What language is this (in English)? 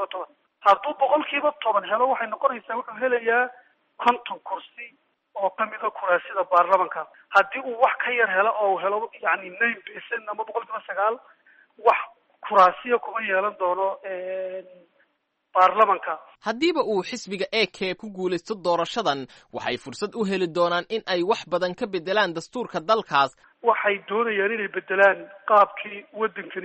Somali